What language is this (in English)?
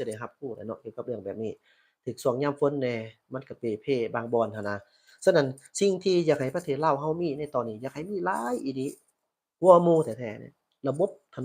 Lao